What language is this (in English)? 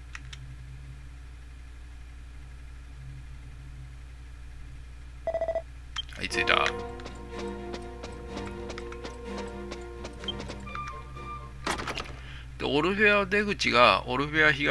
Japanese